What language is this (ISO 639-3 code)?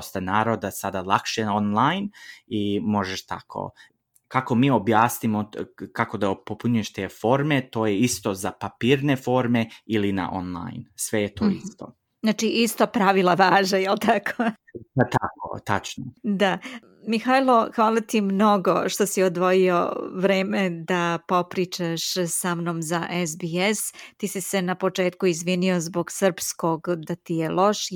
srp